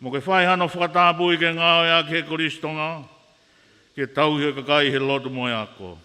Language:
Tongan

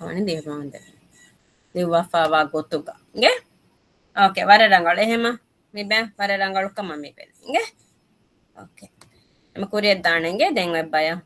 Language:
Divehi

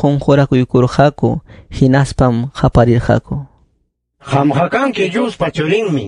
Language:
Ayacucho Quechua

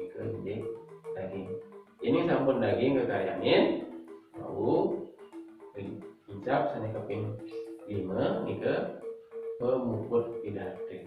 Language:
Balinese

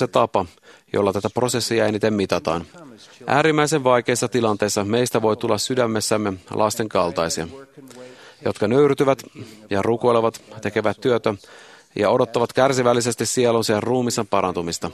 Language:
Finnish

